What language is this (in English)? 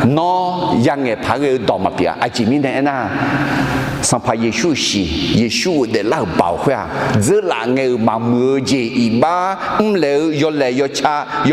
Akha